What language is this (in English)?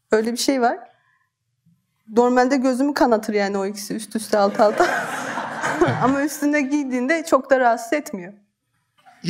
Turkish